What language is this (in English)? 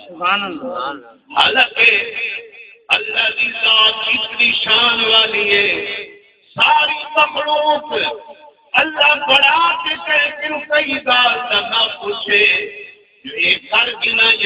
Saraiki